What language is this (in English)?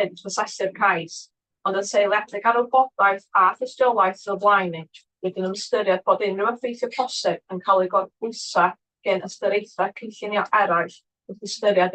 Welsh